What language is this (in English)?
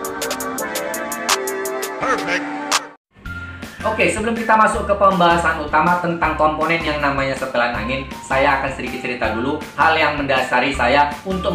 Indonesian